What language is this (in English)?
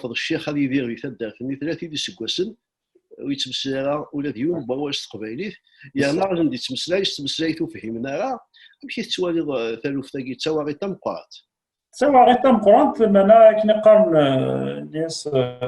Kabyle